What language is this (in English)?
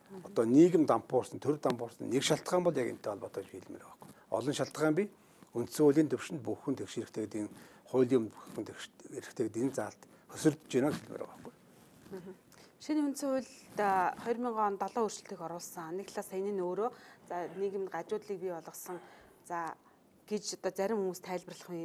Mongolian